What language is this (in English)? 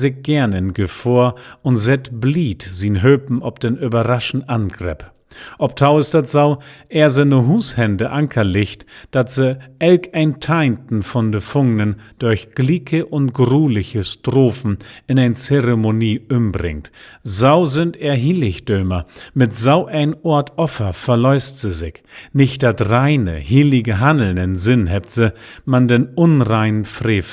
Low German